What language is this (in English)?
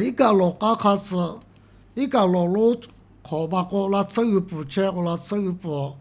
Lahu